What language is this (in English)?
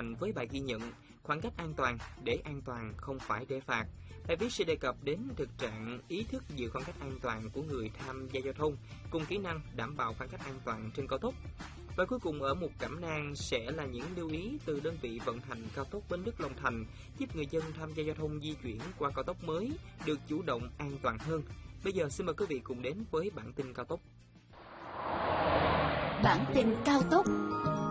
Vietnamese